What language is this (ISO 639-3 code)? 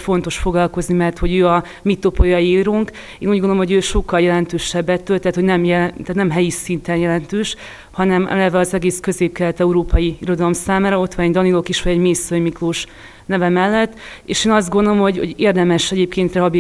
hun